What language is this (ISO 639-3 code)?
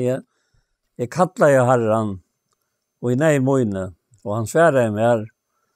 fao